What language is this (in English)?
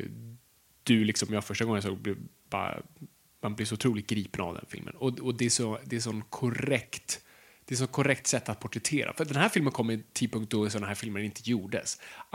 Swedish